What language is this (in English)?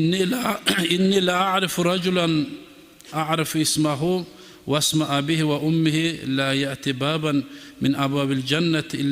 Kumyk